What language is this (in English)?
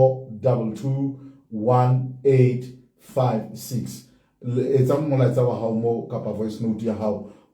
Southern Sotho